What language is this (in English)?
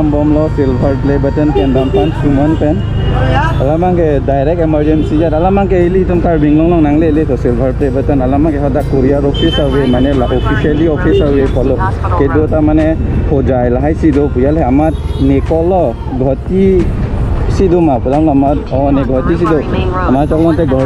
Karbi